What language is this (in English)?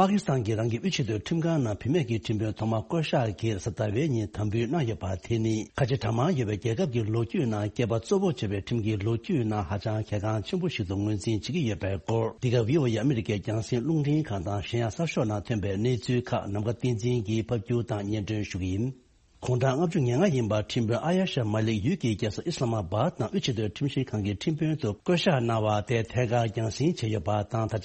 Tibetan